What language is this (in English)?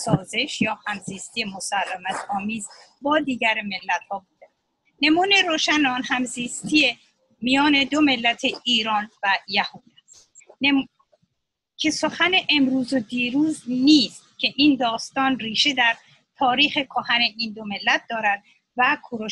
Persian